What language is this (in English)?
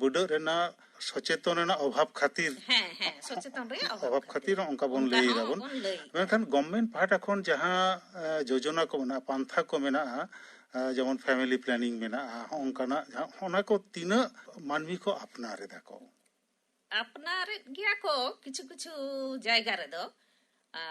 Santali